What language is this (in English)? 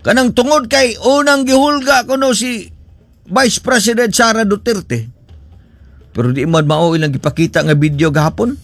Cebuano